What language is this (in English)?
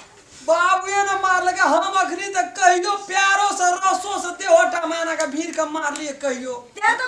Maithili